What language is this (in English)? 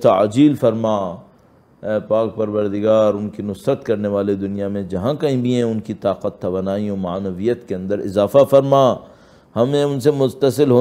Urdu